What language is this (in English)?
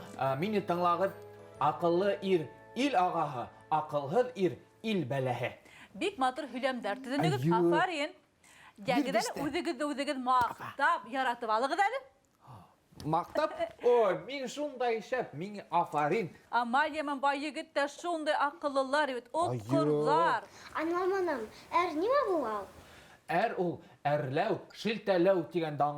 Bashkir